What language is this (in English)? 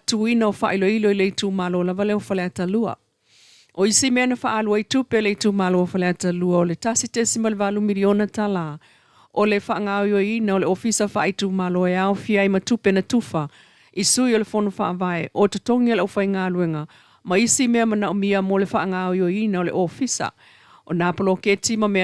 Samoan